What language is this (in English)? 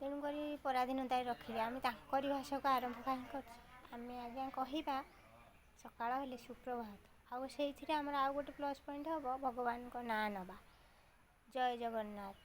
Odia